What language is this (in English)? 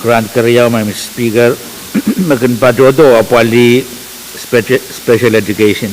Pohnpeian